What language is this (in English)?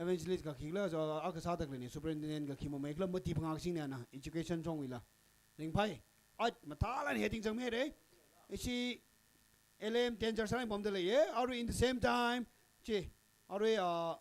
Tangkhul Naga (India)